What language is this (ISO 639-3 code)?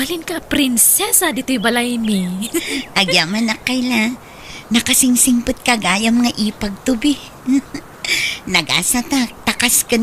ilo